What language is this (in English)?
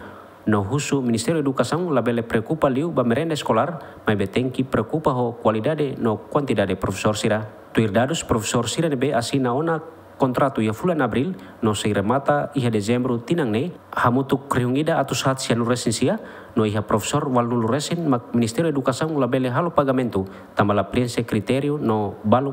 Tetum